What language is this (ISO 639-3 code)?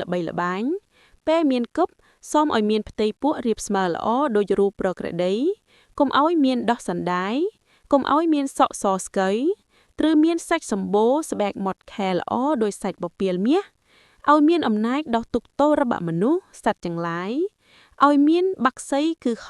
khm